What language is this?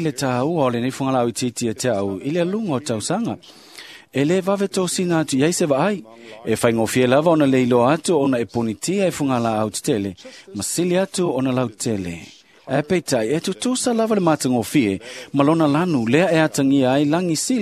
Samoan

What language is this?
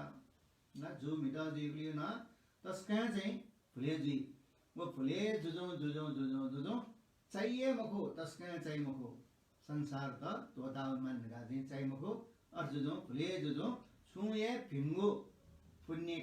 Newari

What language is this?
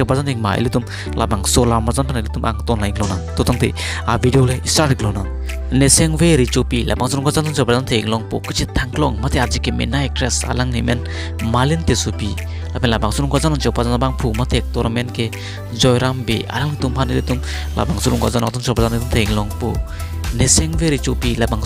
Karbi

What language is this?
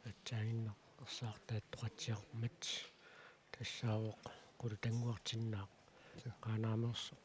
Kalaallisut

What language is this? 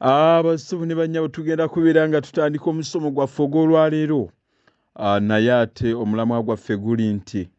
Ganda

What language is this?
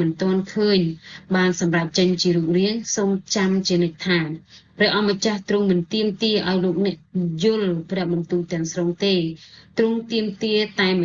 Khmer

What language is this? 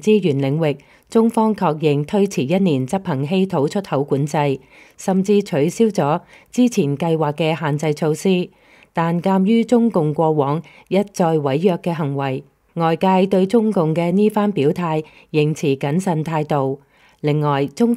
Cantonese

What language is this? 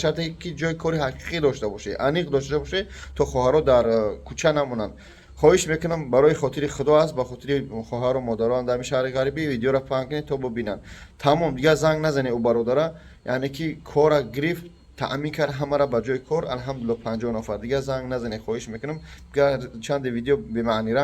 Tajik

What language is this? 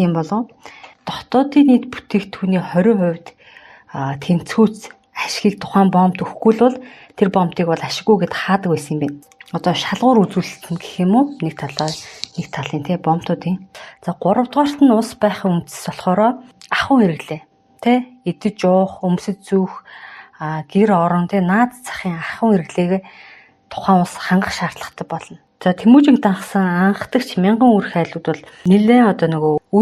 Mongolian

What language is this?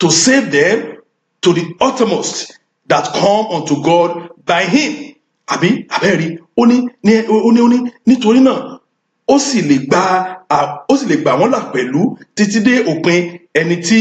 Yoruba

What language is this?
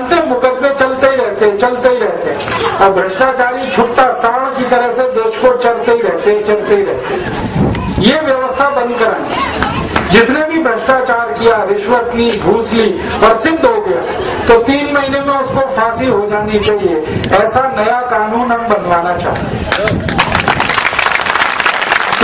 Hindi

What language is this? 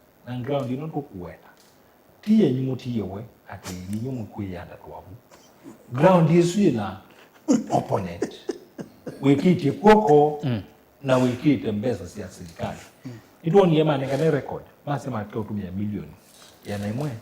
Kamba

